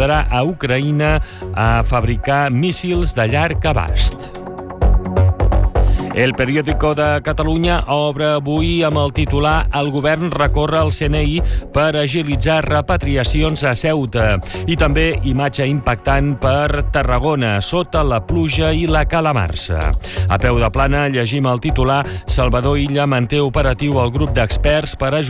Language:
Catalan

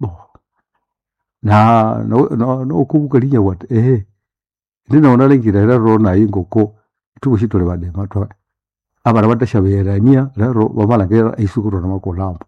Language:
Nande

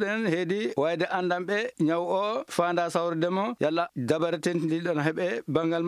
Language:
Maasina Fulfulde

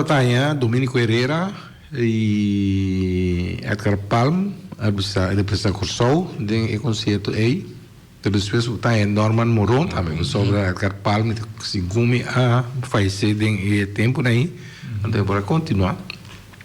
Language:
Papiamento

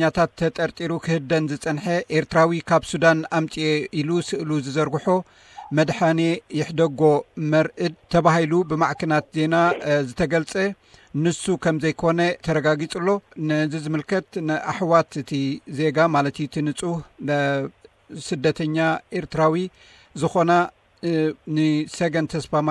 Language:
Tigrinya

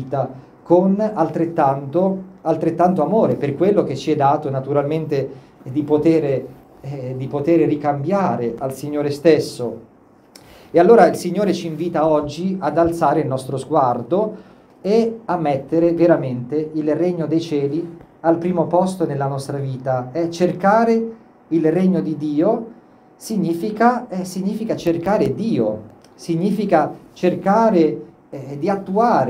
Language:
Italian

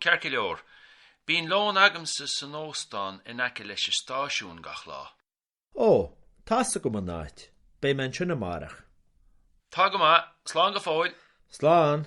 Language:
Irish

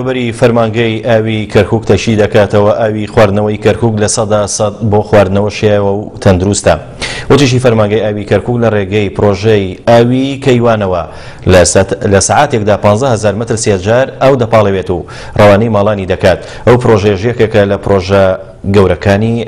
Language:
Central Kurdish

